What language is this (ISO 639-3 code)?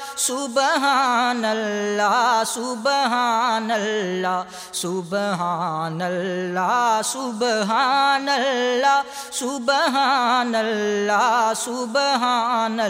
urd